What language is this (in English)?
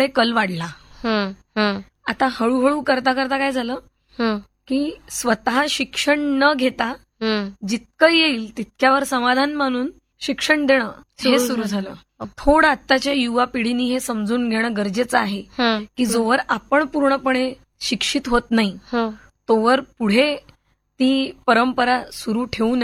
Marathi